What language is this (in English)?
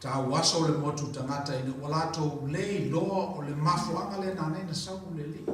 Samoan